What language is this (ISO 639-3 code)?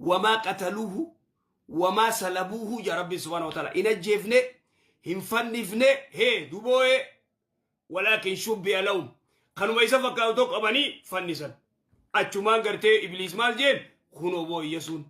orm